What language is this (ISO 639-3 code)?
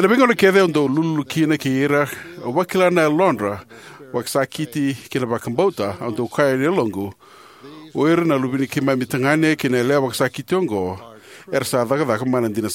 fij